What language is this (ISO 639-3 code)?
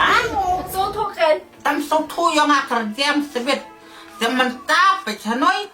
kha